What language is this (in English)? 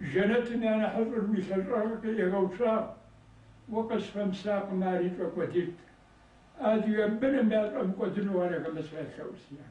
Kabardian